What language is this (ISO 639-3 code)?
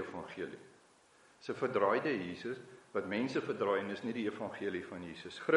afr